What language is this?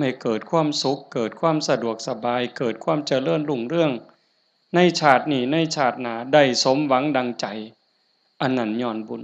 Northeastern Thai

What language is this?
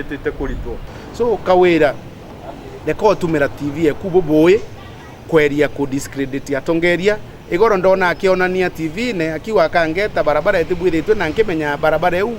Meru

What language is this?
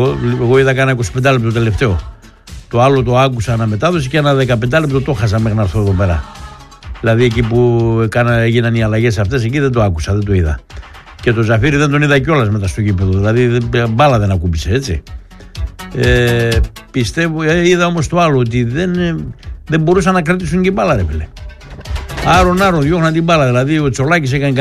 Greek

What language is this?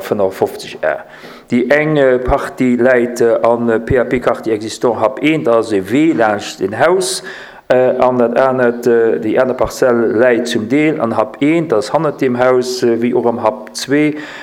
Luxembourgish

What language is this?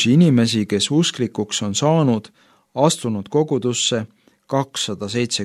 Estonian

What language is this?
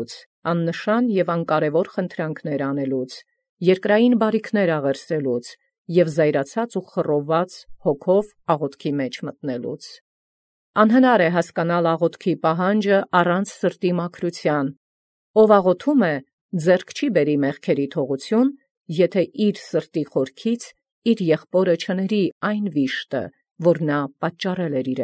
Armenian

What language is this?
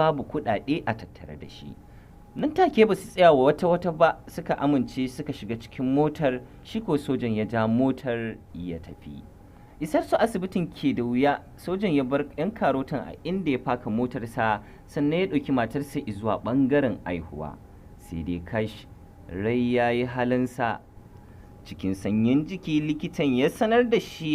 Hausa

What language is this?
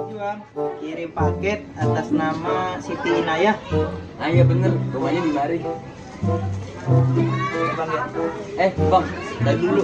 Betawi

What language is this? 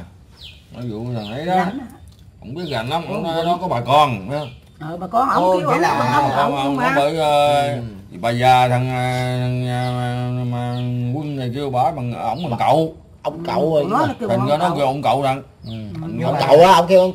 Vietnamese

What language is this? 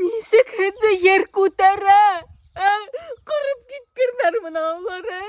Bashkir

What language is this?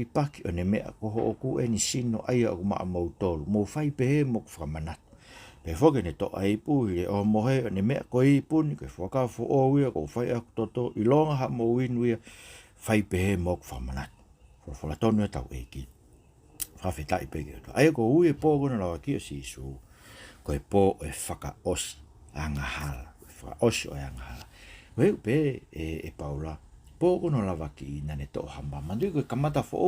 Tongan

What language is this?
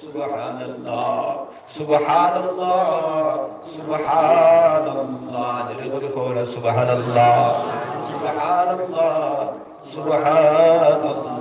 Sylheti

